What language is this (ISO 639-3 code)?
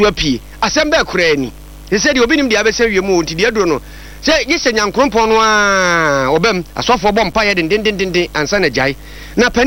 aka